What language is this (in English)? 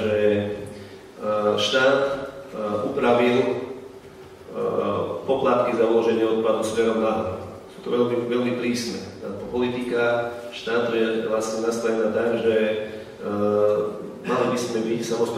Slovak